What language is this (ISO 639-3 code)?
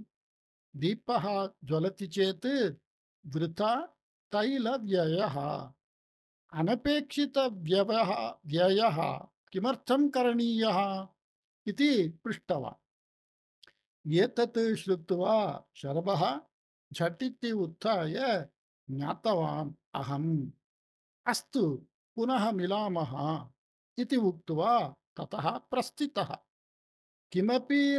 san